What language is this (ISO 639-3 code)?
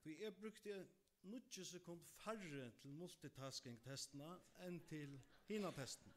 fao